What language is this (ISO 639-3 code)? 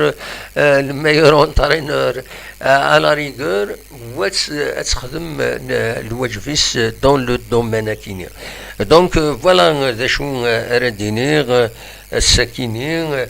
kab